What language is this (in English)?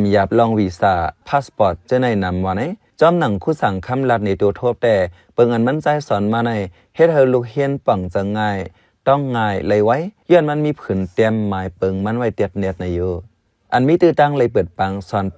Shan